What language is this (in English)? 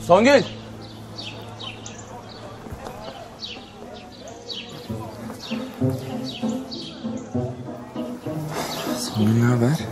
Turkish